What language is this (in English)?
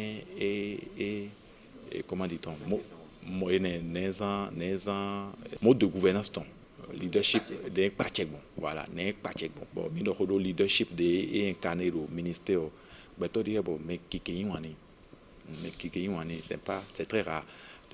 Fon